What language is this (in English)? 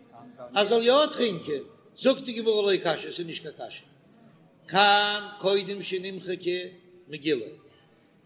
Yiddish